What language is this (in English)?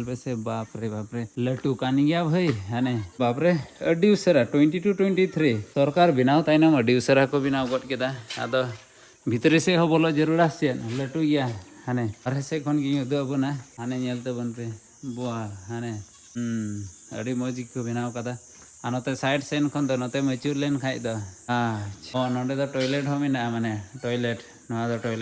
Santali